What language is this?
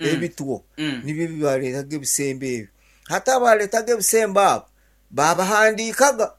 Nyankole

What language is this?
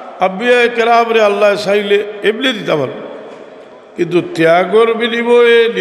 Sylheti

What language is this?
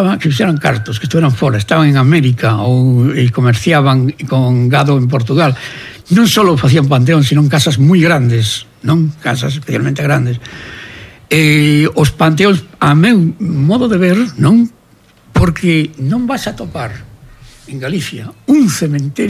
Galician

